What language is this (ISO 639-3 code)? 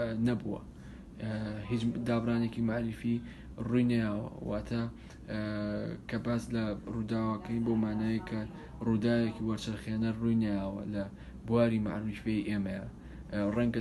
ckb